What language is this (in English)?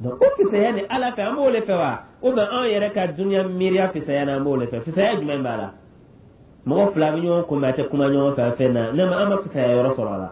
Dyula